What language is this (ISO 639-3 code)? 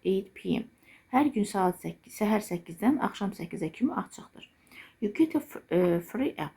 aze